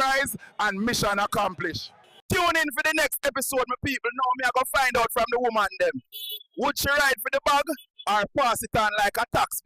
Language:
Jamaican Creole English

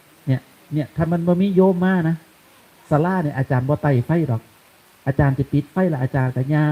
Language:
Northeastern Thai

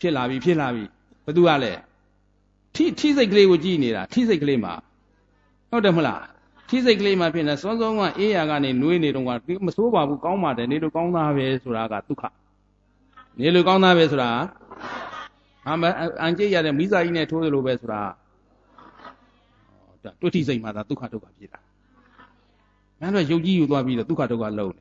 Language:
Burmese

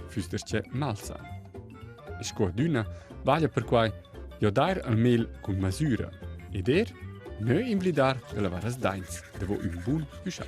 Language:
Romansh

